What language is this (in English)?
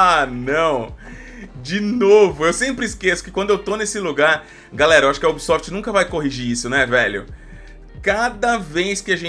Portuguese